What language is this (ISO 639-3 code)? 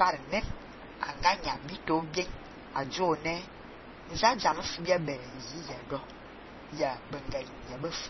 fan